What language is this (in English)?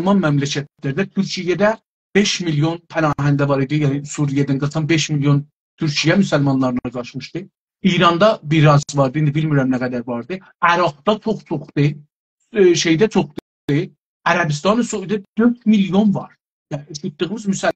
South Azerbaijani